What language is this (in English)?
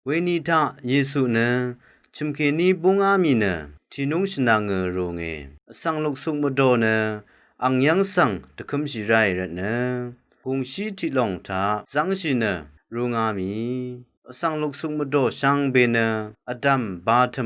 Rawang